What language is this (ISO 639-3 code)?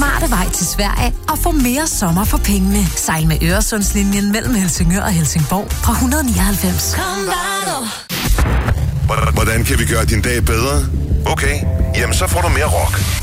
dan